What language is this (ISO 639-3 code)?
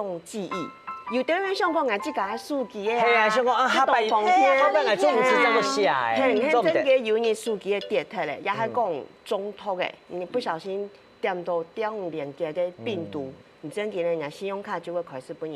hak